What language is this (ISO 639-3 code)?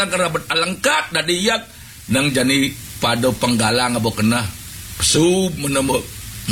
ban